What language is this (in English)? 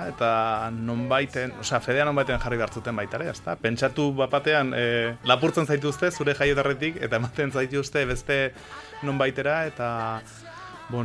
Basque